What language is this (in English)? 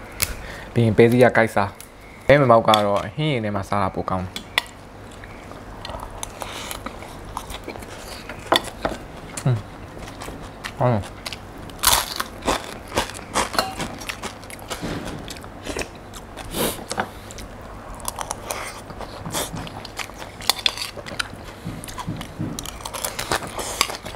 Burmese